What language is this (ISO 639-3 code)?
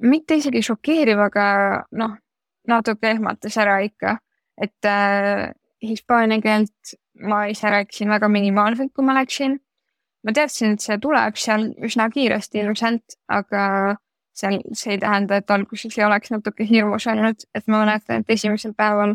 est